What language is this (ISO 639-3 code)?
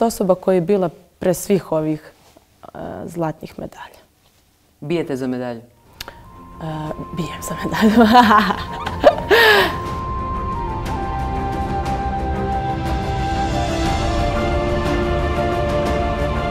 srp